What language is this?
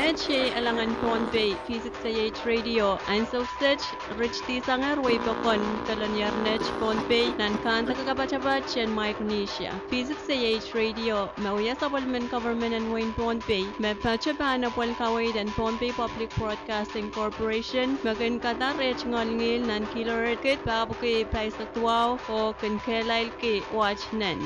Pohnpeian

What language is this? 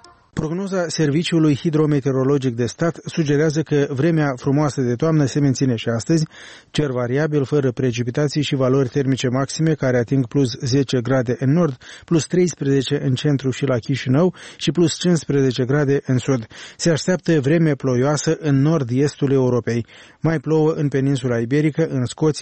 Romanian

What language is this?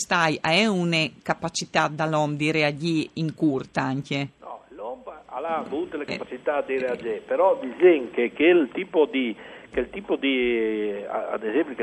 Friulian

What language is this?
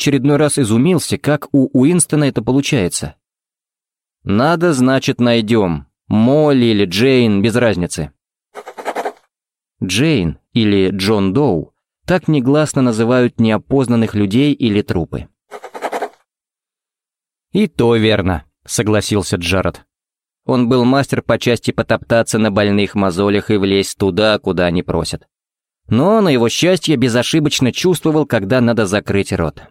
Russian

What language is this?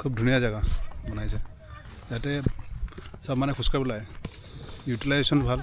Assamese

